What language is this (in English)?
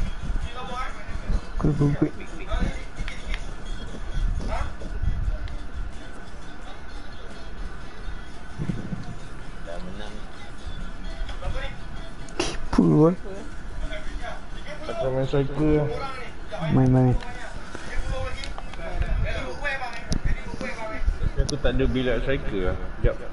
Malay